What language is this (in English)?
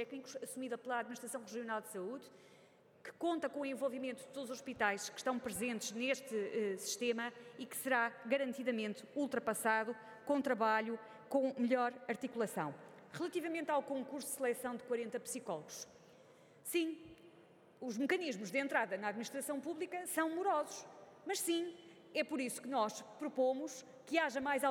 Portuguese